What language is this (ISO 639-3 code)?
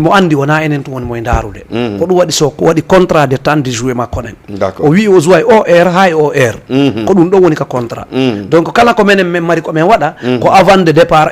ful